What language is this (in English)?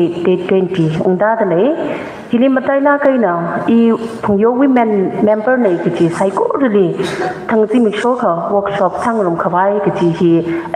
Tangkhul Naga (India)